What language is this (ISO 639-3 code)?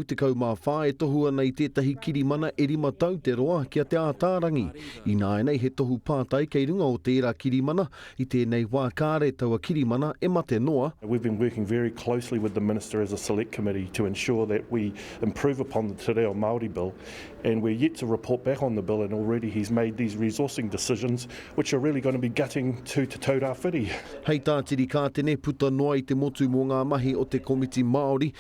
mri